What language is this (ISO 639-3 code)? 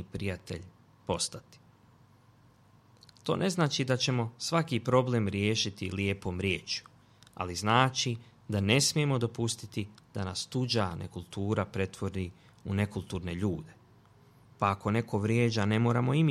bos